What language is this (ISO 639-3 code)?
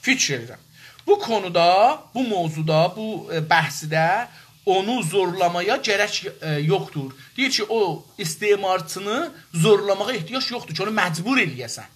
azb